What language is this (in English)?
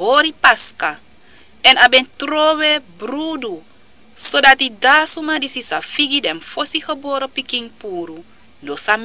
Sranan Tongo